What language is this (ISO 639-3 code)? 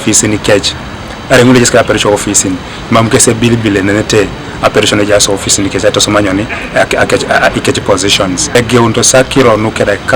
teo